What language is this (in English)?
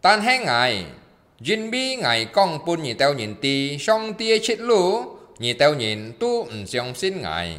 Hakka Chinese